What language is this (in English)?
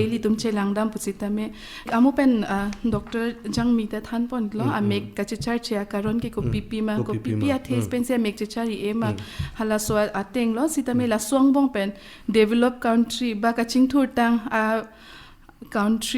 Karbi